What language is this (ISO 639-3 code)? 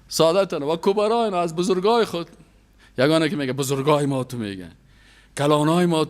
fas